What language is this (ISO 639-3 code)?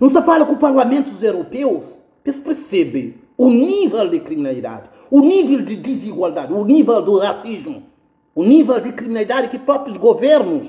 kea